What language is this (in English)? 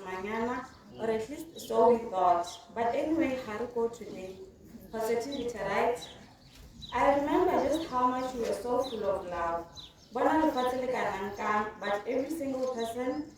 Tswana